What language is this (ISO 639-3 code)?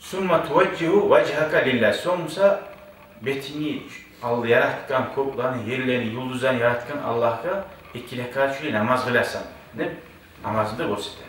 kum